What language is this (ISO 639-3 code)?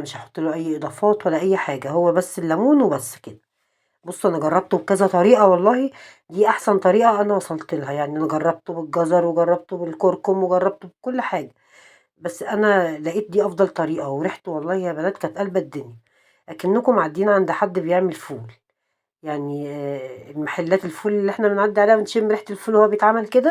arz